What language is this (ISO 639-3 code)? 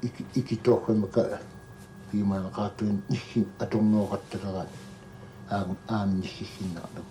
kal